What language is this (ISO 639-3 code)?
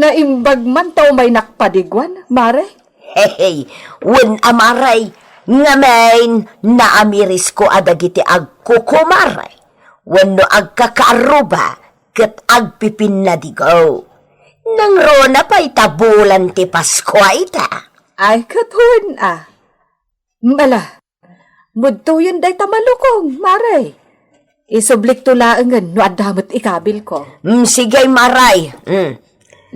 ilo